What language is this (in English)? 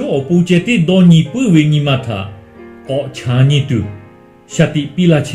Lahu